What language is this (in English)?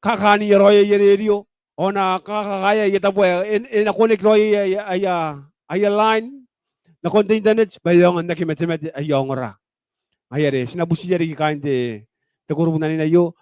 Gilbertese